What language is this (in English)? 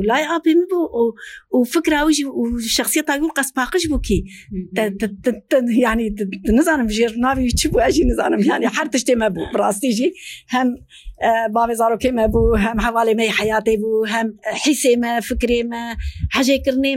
Kurdish